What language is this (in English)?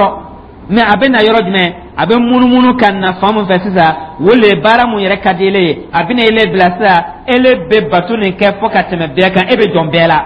Dyula